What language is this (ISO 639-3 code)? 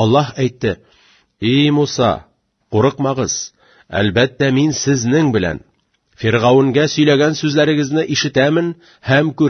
tat